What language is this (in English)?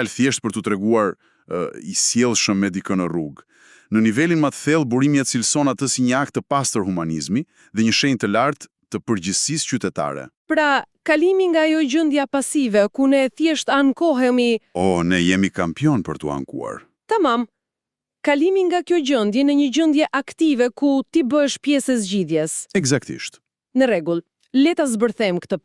Albanian